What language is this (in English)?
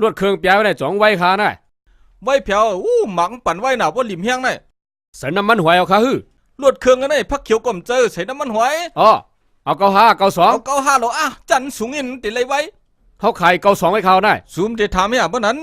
Shan